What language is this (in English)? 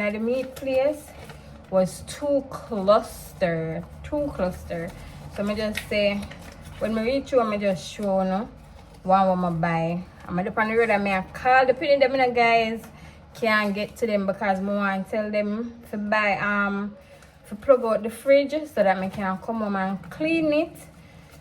Jamaican Creole English